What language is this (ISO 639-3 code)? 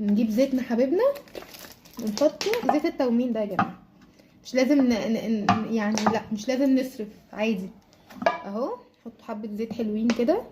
arz